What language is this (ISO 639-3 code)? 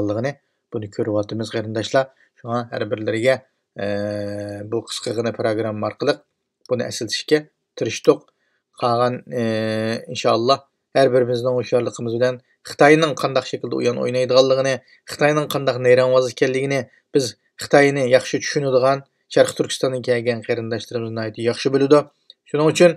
uig